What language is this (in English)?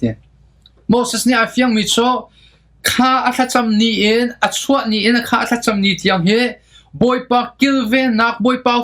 Hakha Chin